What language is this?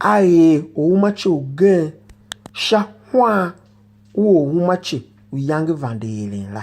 Tiv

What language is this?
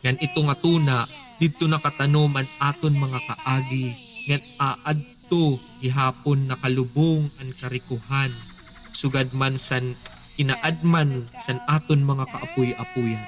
Waray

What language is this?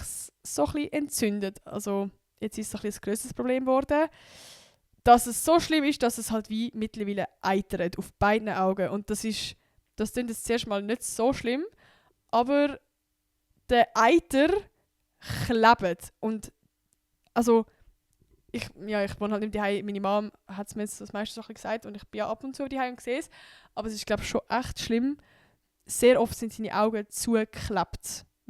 Swiss German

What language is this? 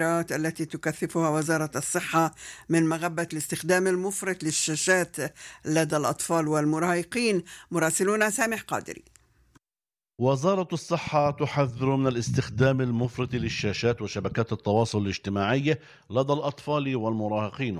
Arabic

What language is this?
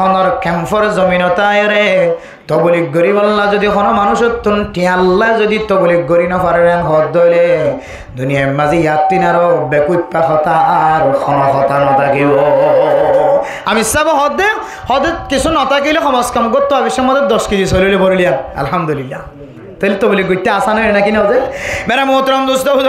Rohingya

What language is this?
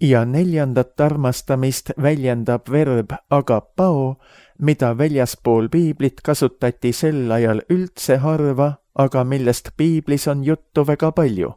Estonian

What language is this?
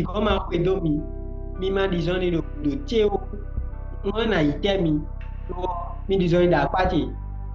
Fon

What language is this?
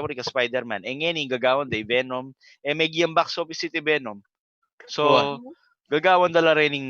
Pampanga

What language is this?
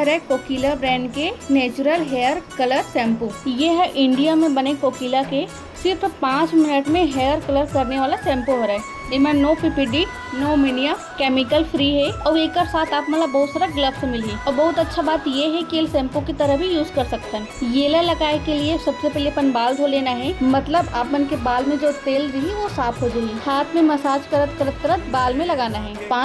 Chhattisgarhi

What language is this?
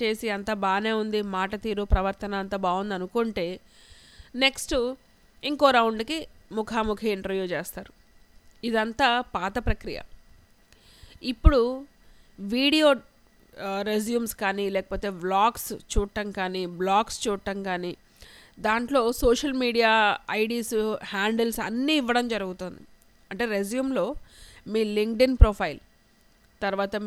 Telugu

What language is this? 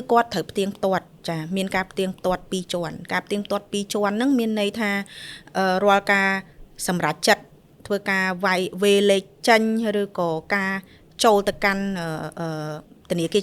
Khmer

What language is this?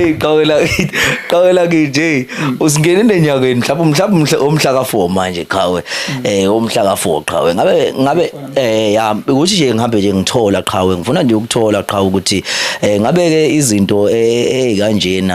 Zulu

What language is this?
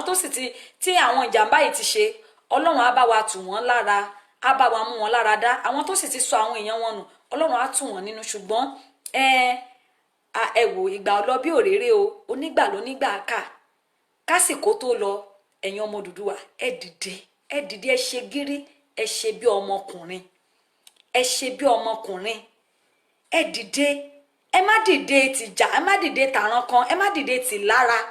Yoruba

